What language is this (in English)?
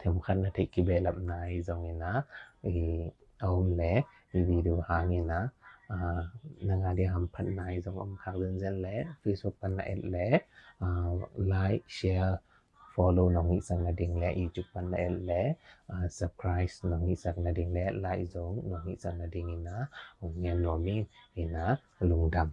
Tedim Chin